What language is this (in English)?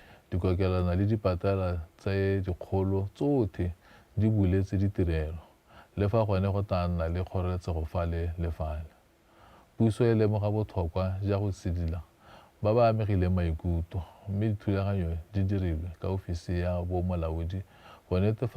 Tswana